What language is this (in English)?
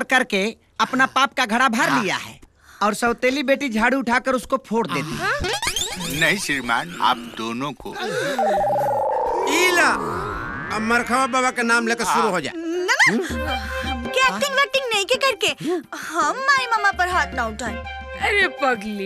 Bhojpuri